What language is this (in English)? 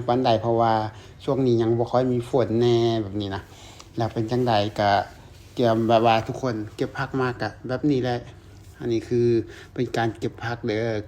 Lao